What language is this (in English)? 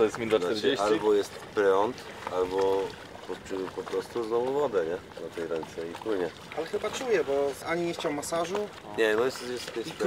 Polish